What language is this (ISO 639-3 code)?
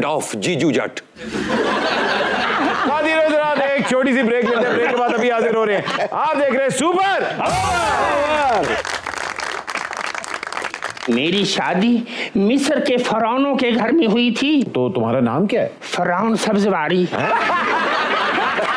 hin